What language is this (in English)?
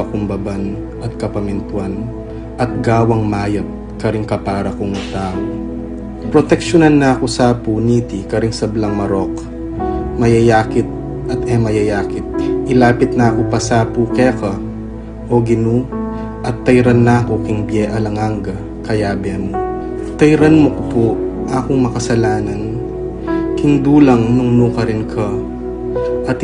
Pampanga